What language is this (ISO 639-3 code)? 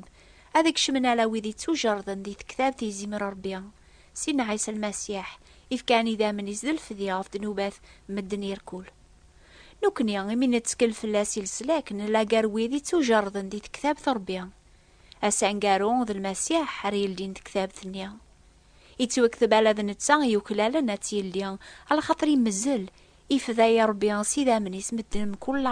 kab